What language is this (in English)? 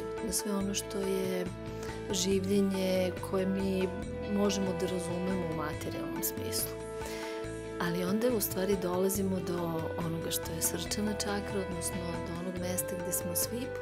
Serbian